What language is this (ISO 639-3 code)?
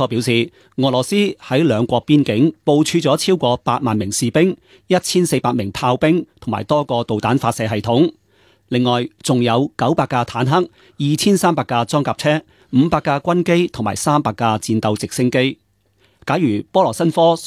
yue